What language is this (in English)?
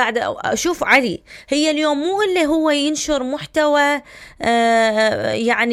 Mesopotamian Arabic